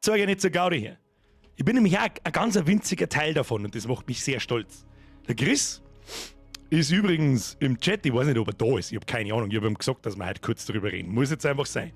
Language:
Bavarian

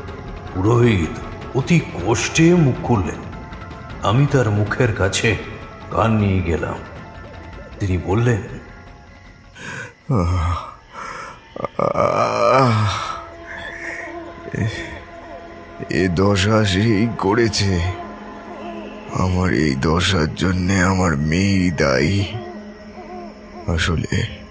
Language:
Bangla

